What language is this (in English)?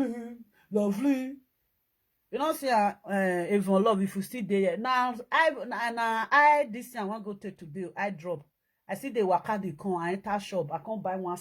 Nigerian Pidgin